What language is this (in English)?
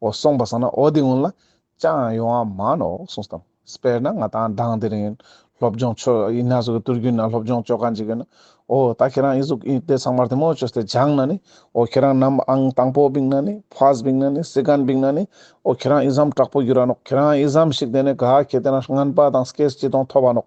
Ladakhi